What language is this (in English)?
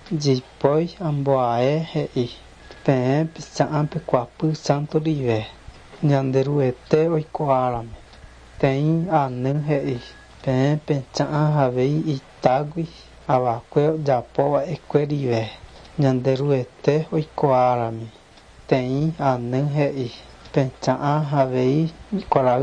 Guarani